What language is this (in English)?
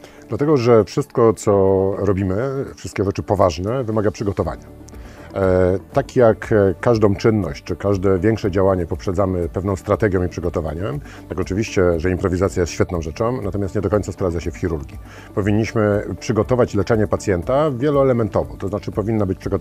Polish